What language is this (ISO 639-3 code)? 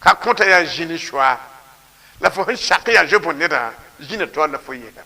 mos